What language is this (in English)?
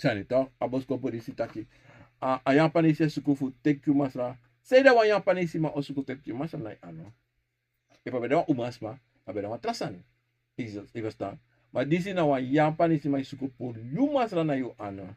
Sranan Tongo